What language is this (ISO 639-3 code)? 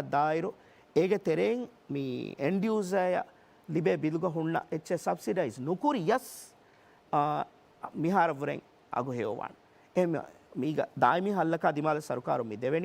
div